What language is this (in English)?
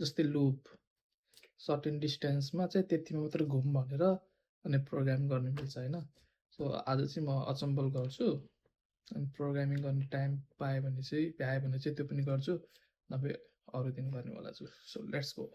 Nepali